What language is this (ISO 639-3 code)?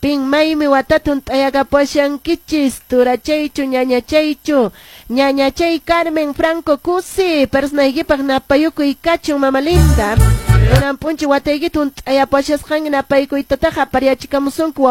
que